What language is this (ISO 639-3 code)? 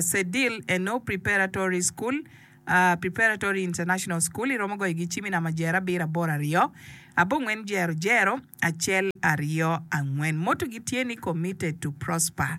ach